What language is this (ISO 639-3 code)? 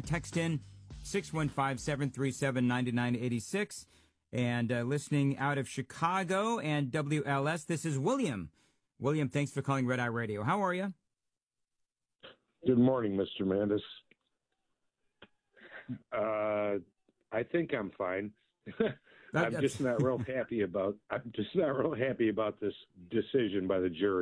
eng